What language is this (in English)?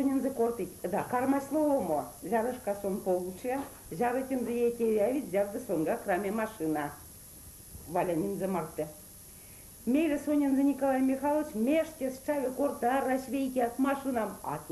Erzya